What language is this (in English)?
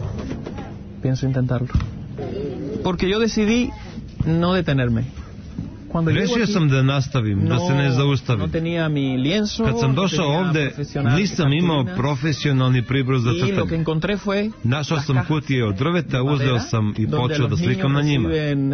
Serbian